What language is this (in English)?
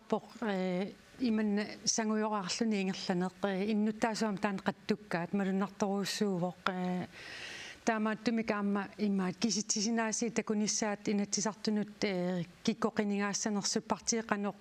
Kalaallisut